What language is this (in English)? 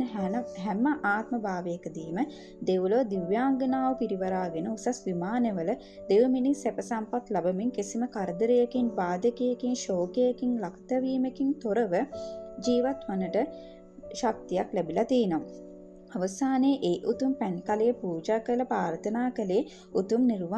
Sinhala